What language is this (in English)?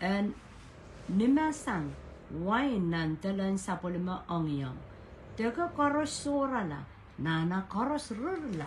Pohnpeian